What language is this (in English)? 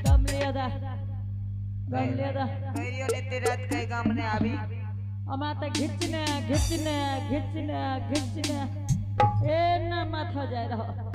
Angika